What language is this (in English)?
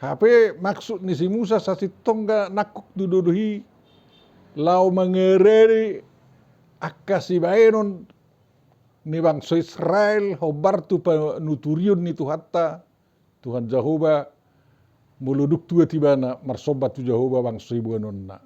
Batak Toba